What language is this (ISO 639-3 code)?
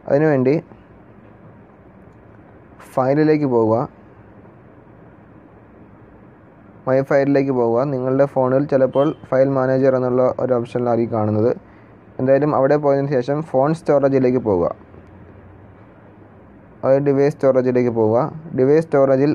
mal